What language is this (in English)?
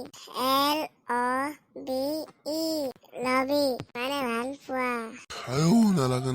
Assamese